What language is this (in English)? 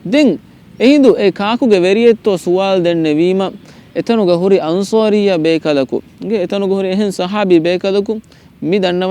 Divehi